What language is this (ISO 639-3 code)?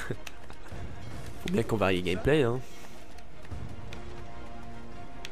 fra